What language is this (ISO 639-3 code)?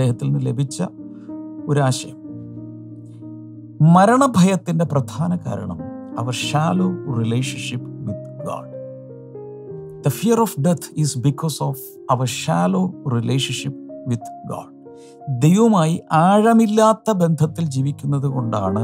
mal